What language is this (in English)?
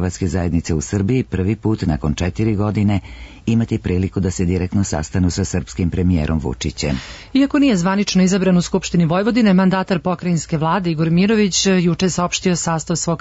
Serbian